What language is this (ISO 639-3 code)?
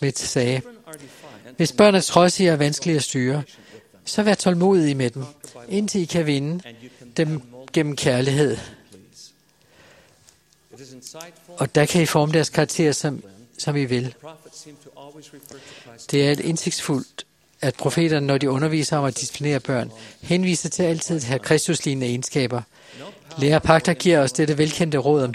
dan